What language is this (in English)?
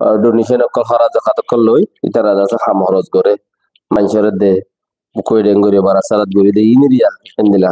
Rohingya